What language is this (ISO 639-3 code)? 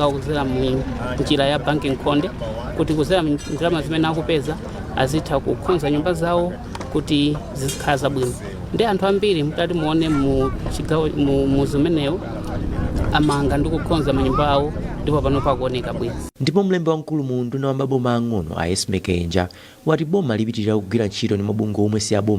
nya